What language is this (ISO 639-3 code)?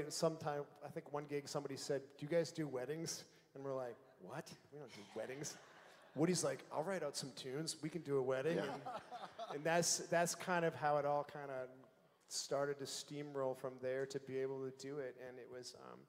eng